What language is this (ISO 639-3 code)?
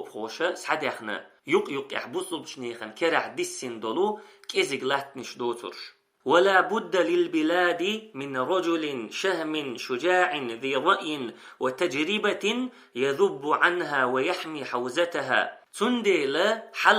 che